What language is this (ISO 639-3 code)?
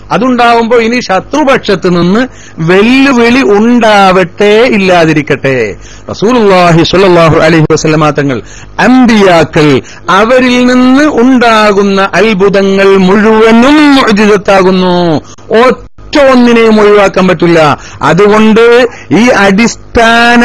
mal